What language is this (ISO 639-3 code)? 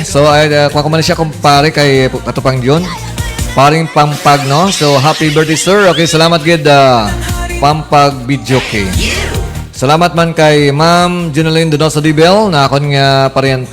hil